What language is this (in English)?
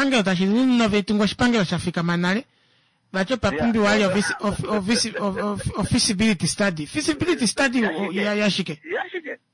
Kuanyama